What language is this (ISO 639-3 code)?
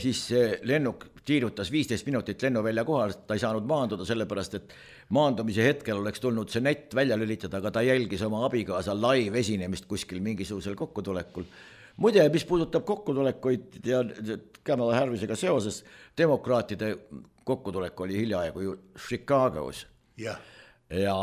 est